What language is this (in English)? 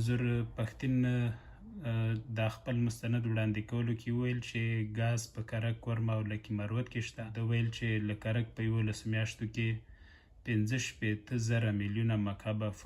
Pashto